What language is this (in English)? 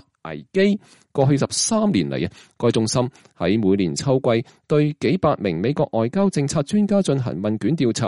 Cantonese